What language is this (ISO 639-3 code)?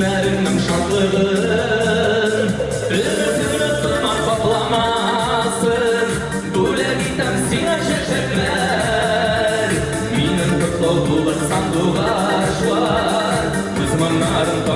tat